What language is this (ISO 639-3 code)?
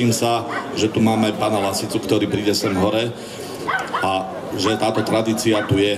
slk